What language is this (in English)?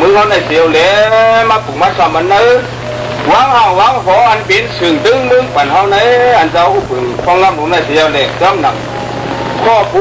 Shan